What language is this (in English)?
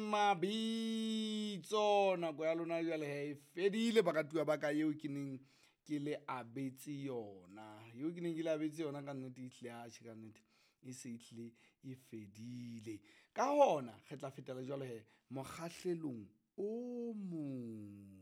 Southern Sotho